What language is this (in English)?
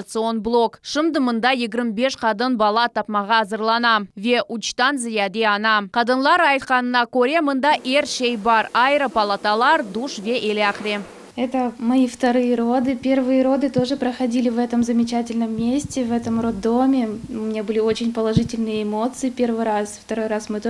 Crimean Tatar